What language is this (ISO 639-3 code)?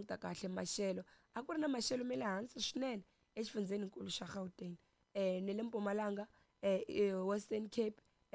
tso